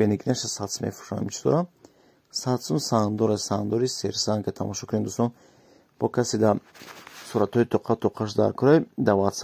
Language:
Tajik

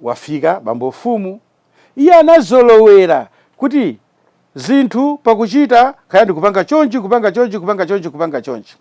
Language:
Nyanja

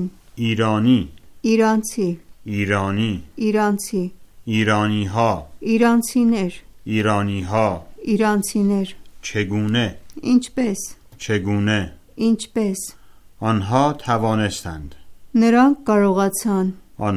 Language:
Armenian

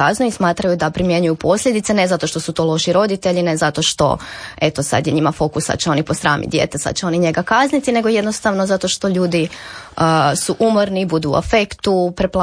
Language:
Croatian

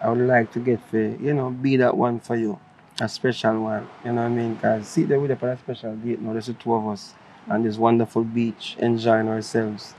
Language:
Jamaican Creole English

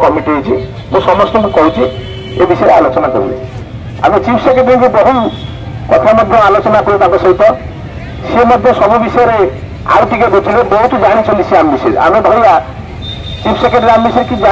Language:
Odia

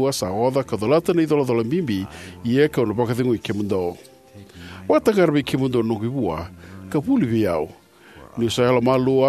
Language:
Fijian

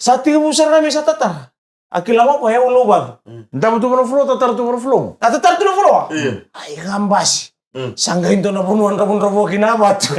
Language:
Fijian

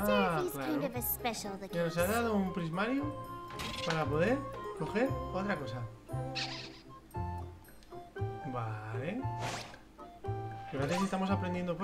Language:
Spanish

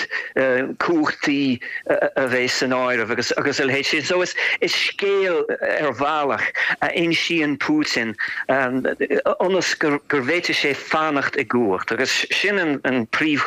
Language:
Irish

